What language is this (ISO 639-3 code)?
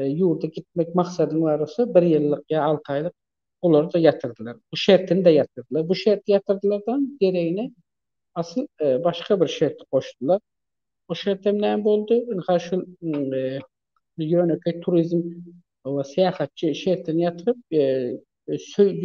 tuk